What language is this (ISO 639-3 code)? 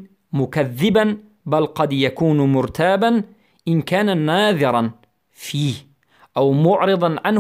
fas